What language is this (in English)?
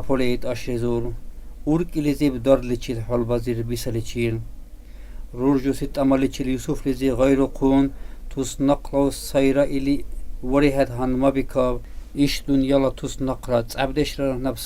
Dargwa